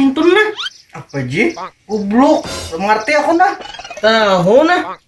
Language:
Banjar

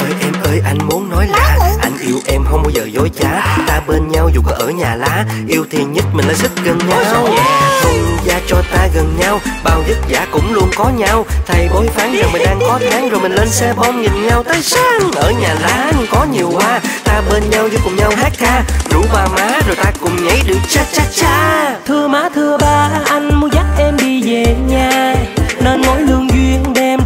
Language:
Vietnamese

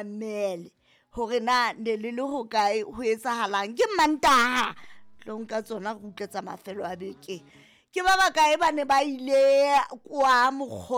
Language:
Southern Sotho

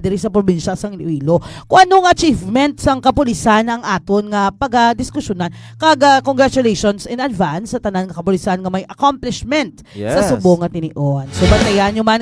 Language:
Hiligaynon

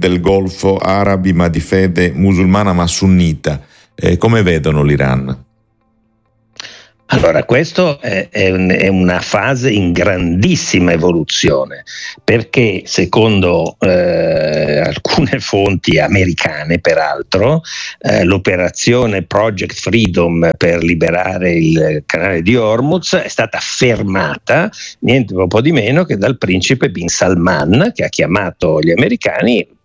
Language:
Italian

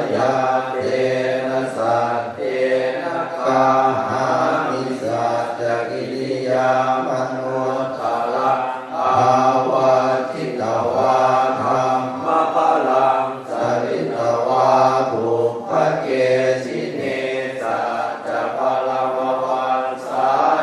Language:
Pali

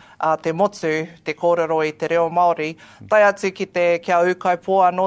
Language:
Māori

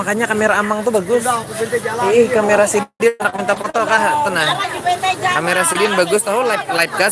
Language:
Banjar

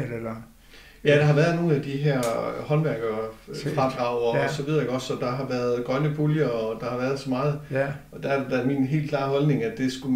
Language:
Danish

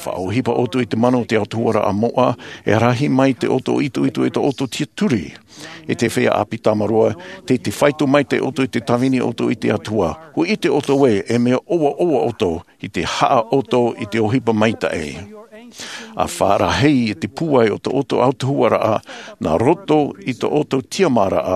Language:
Tahitian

